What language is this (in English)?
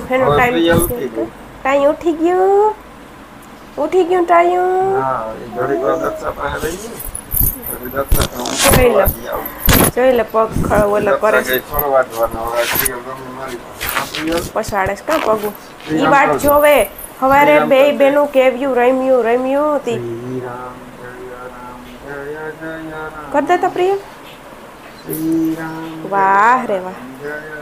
Gujarati